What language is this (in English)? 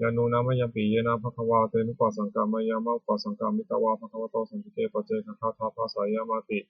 Pali